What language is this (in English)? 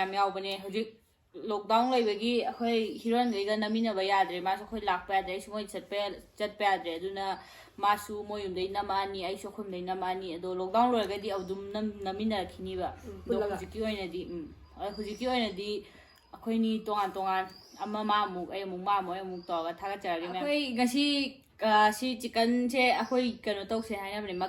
Manipuri